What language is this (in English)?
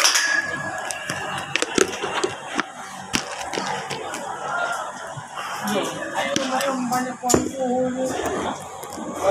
Malay